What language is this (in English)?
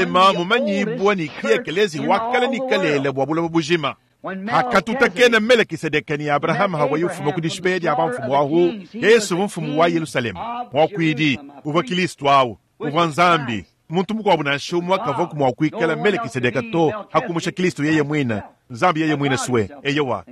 Luba-Lulua